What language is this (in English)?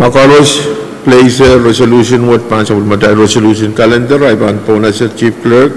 Pohnpeian